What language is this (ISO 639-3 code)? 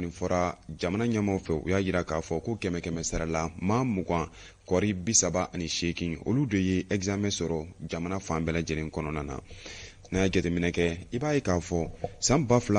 bam